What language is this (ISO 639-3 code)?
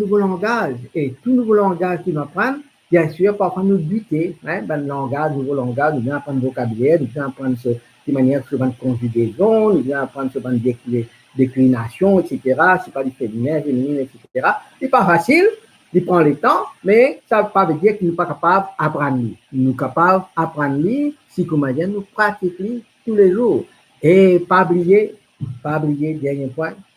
mfe